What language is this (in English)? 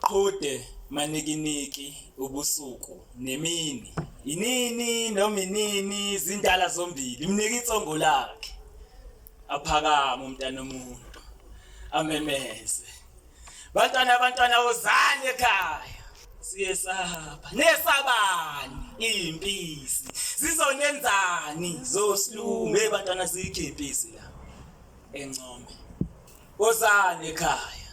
Zulu